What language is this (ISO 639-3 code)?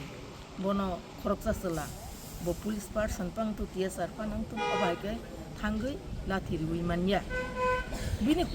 trp